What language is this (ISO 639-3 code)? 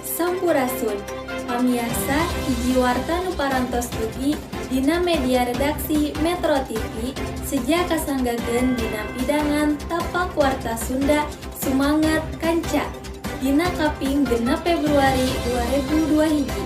sun